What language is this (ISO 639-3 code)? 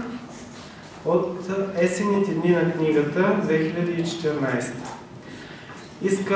bul